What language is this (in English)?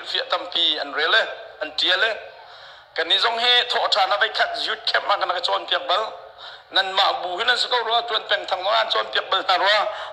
Hakha Chin